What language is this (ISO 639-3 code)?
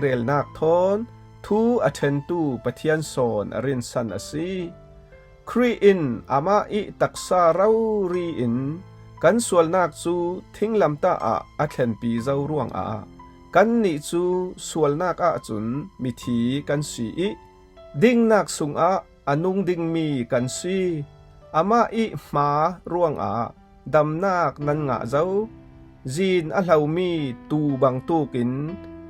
cfm